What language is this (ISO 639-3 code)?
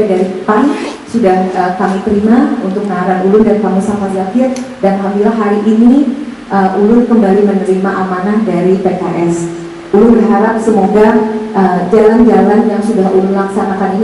bjn